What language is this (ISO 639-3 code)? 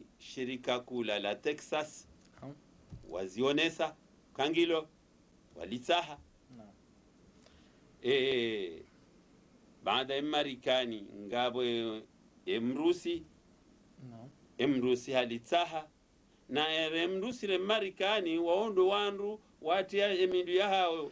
swa